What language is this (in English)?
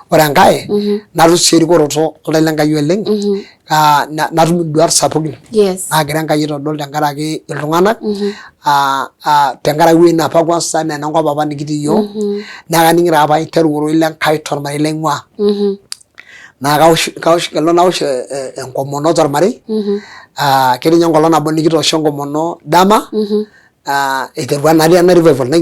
Masai